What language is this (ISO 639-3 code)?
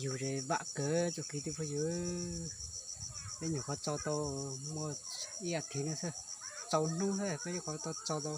hmn